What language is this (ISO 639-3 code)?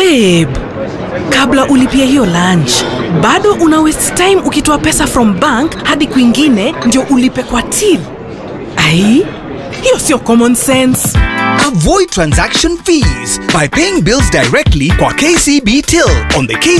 kik